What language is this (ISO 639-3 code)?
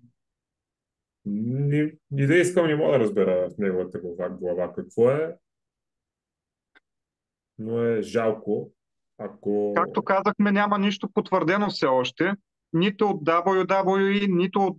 bul